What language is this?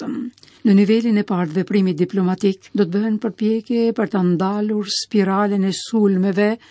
Albanian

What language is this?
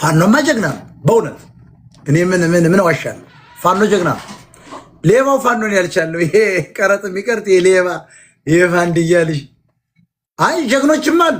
Amharic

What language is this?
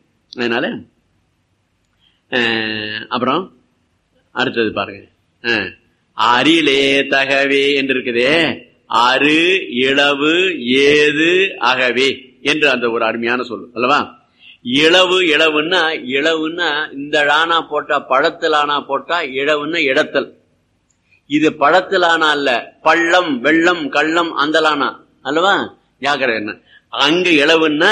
Tamil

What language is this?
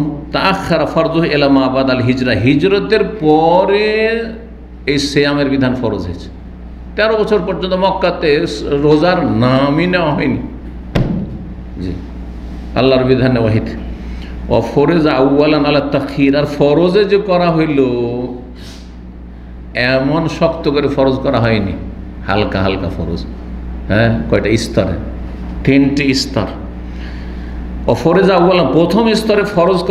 Bangla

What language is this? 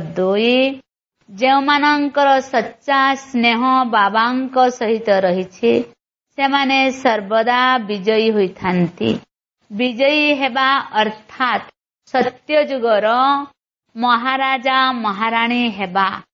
Odia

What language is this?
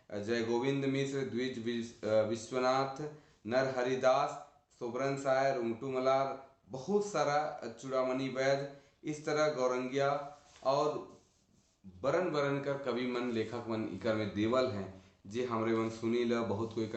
Sadri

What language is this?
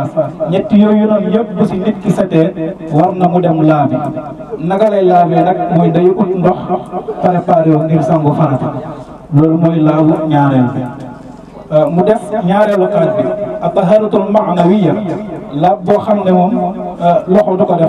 Wolof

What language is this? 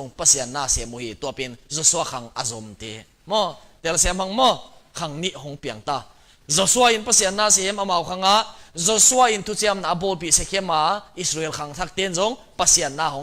Tedim Chin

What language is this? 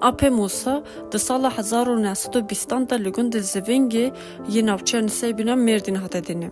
Kurdish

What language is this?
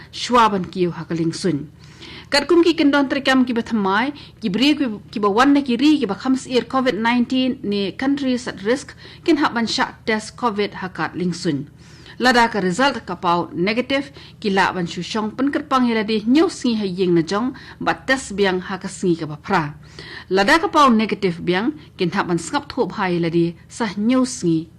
Khasi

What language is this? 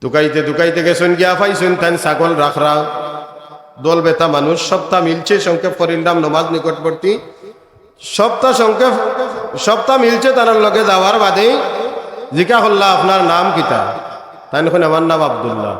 Sylheti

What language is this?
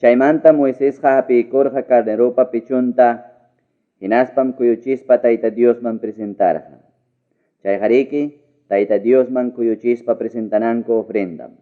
Ayacucho Quechua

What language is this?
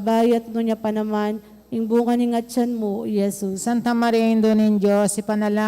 Pampanga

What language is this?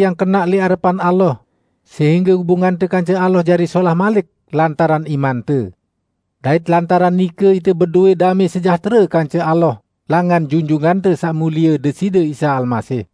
Sasak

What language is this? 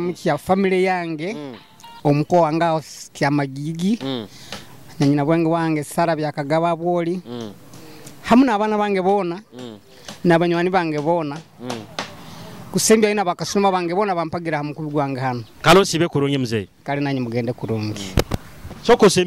Nyoro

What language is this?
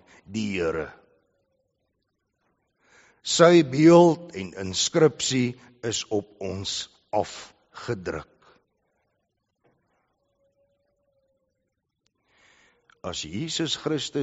Afrikaans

